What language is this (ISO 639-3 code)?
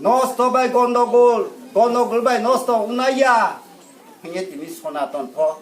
ria